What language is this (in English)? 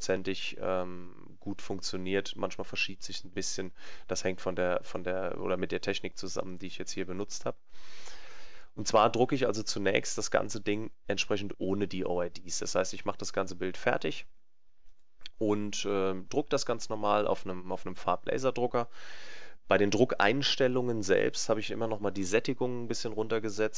German